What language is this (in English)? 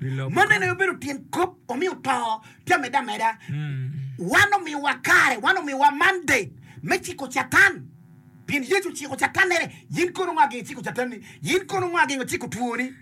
Acoli